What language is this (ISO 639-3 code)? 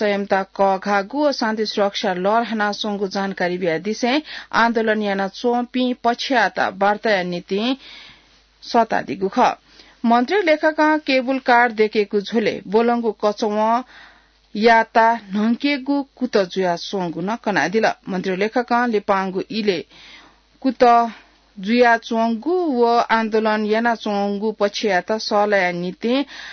new